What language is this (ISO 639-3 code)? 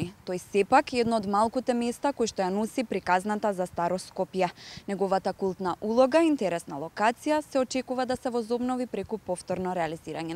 mkd